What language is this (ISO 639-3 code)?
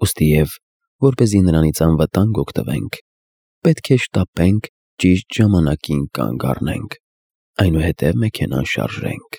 hye